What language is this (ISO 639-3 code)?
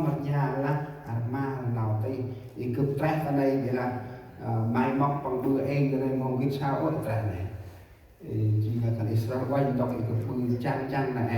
cmo